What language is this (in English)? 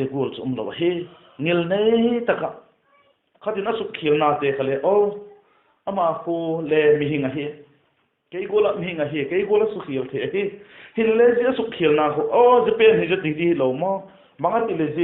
Vaiphei